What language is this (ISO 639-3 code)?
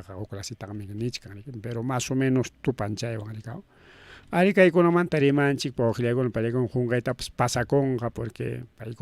quy